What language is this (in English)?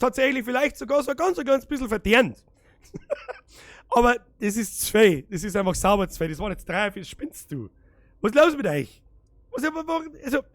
Bavarian